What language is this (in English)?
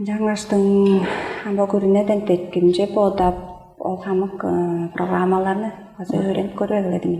Tuvinian